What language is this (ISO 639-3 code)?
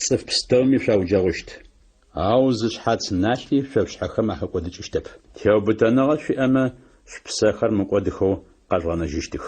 ady